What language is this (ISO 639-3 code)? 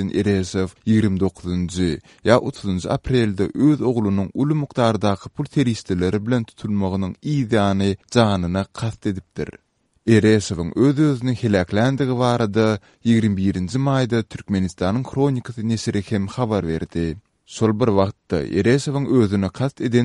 tuk